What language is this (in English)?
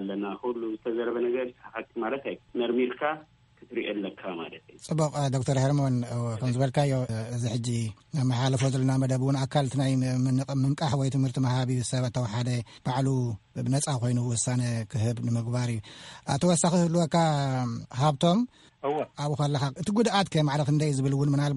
Tigrinya